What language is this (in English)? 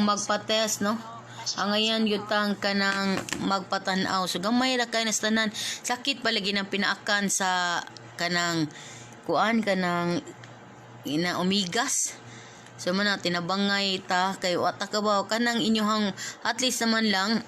Cebuano